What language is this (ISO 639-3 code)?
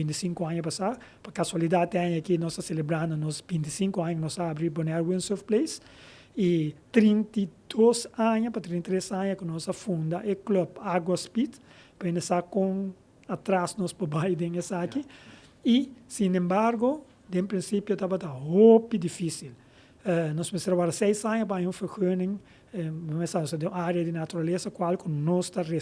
pap